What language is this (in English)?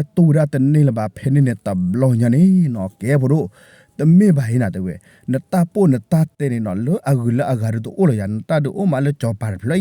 S'gaw Karen